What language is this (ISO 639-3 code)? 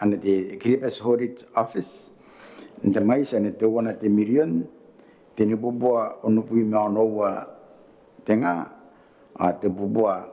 gil